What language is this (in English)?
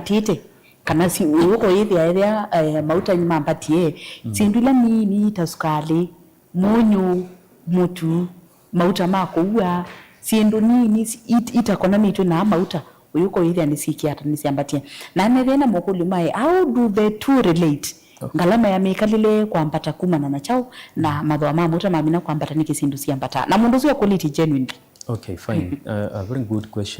Kamba